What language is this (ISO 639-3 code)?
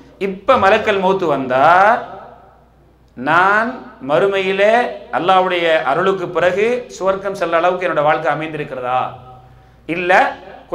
tam